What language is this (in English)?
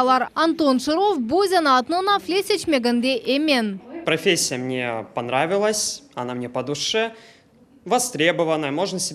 Crimean Tatar